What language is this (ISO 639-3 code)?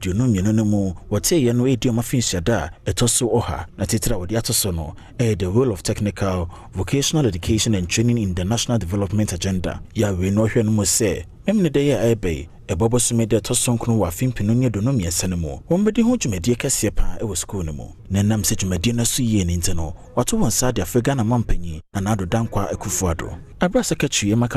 aka